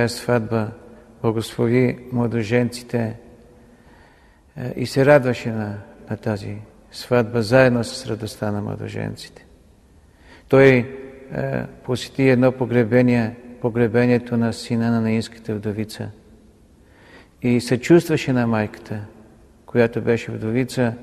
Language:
Bulgarian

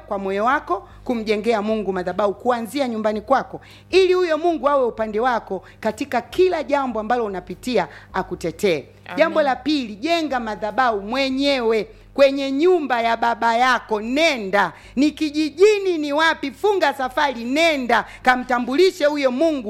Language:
Swahili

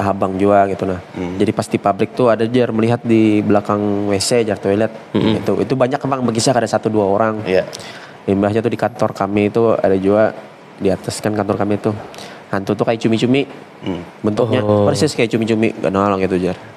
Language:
Banjar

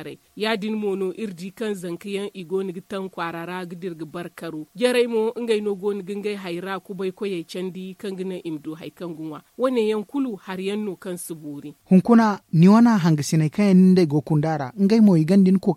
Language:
Zarma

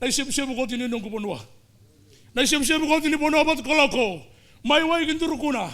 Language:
Fijian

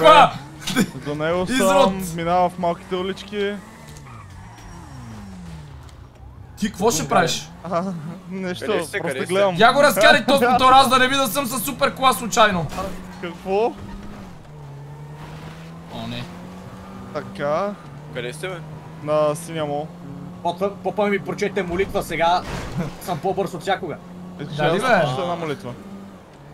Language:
Bulgarian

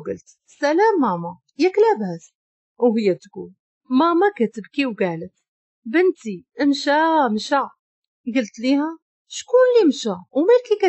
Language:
Moroccan Arabic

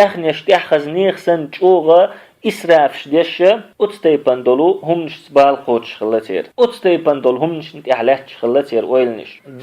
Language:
Chechen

